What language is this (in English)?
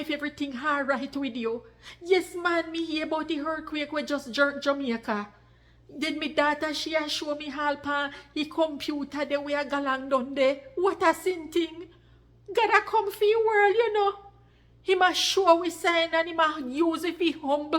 Jamaican Creole English